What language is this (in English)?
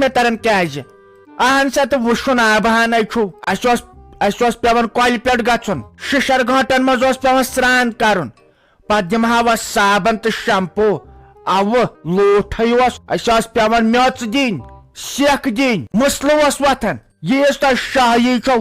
Kashmiri